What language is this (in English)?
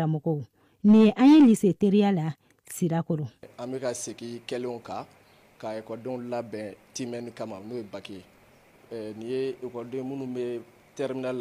Bambara